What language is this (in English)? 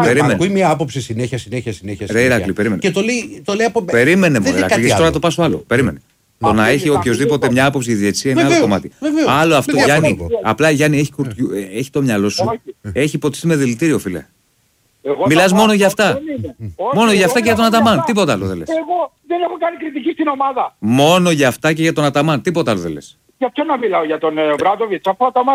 Greek